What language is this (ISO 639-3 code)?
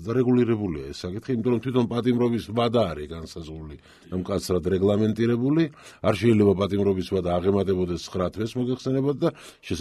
kat